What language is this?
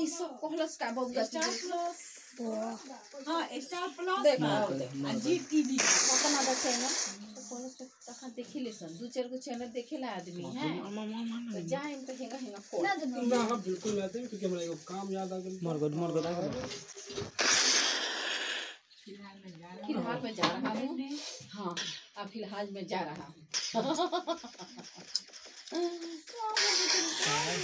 Bhojpuri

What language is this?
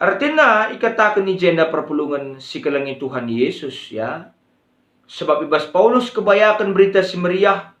Batak Karo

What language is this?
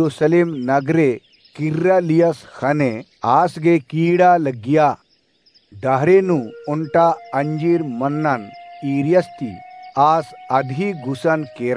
Kurukh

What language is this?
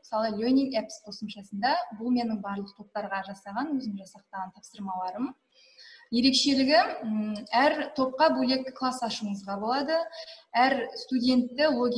Kazakh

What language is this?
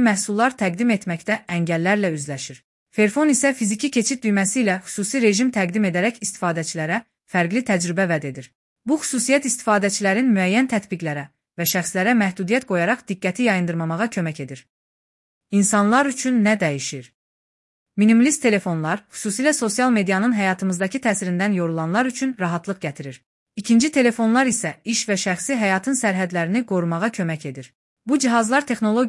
Azerbaijani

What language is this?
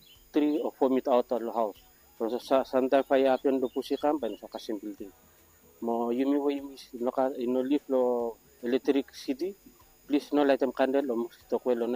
Bislama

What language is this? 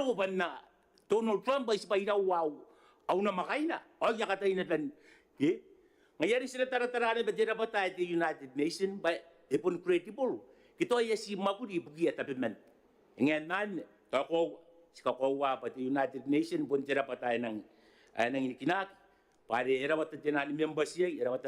Gilbertese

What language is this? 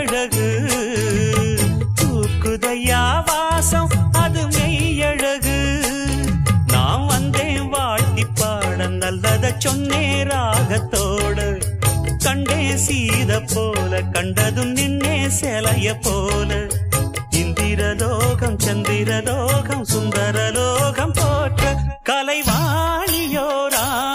Tamil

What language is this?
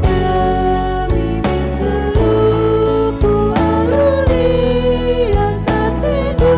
Batak Karo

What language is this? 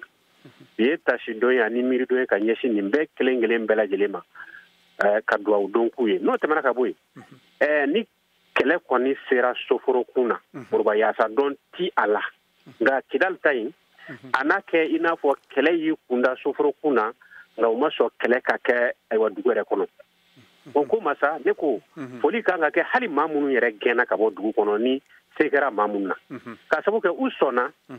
Bambara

